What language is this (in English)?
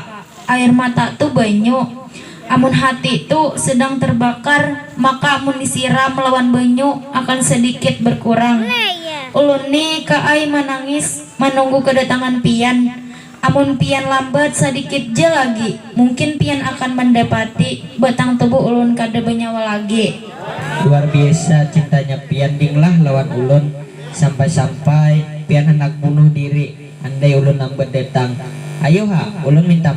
Banjar